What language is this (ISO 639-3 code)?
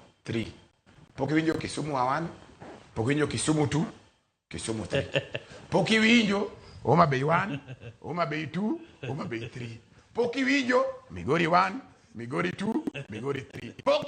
luo